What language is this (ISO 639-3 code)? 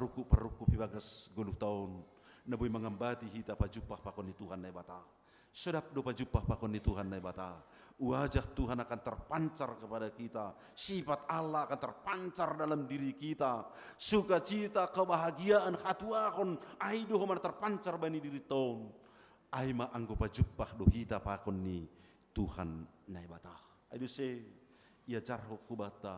bts